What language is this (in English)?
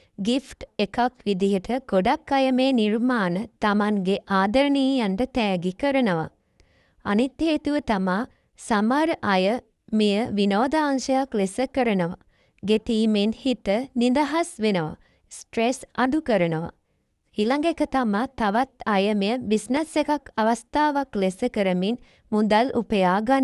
Sinhala